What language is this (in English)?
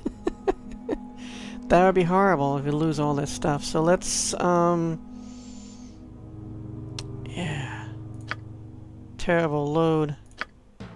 English